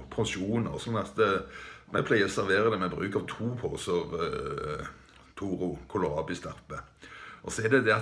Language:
Norwegian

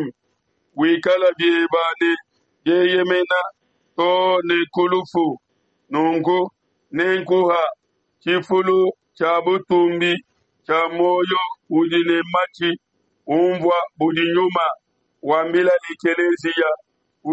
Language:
Luba-Lulua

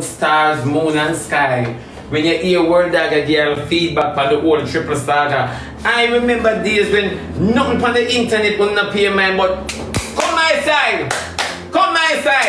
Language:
Jamaican Creole English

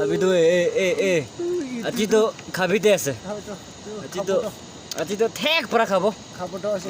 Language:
Naga Pidgin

